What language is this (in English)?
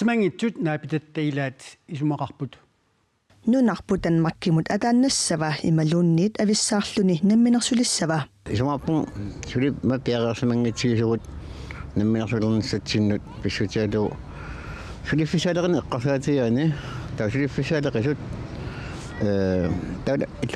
Kalaallisut